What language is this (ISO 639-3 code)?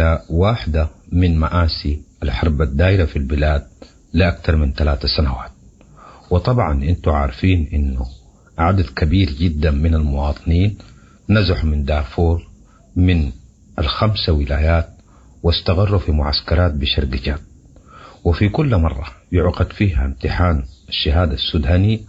apd